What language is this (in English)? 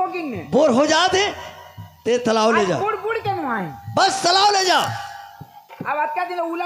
Chhattisgarhi